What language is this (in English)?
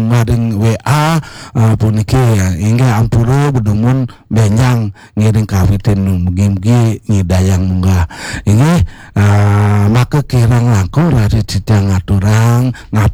Balinese